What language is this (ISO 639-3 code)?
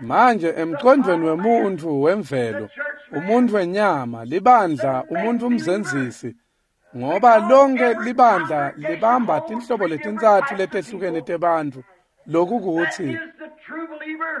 ssw